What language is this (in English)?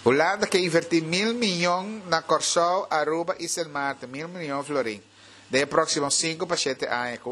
Papiamento